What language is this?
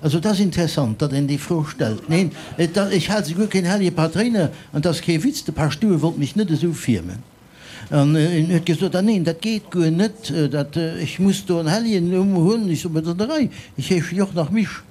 Luxembourgish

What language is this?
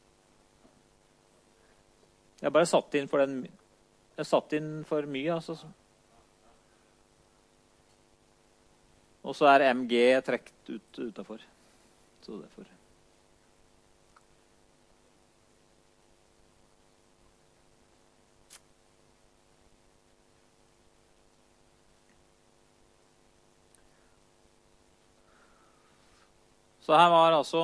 Norwegian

